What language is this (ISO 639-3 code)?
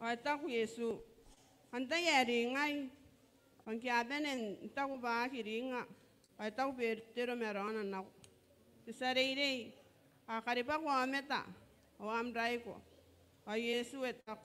gil